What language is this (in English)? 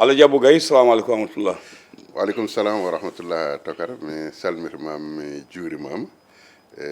Fula